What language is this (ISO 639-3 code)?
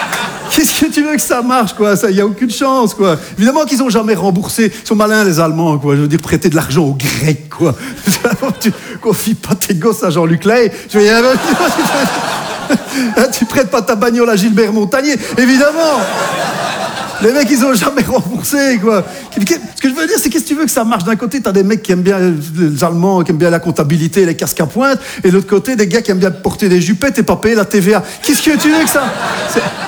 fra